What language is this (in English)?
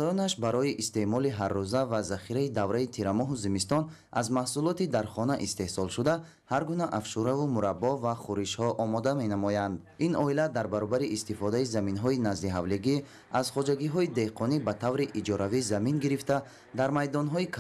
Tajik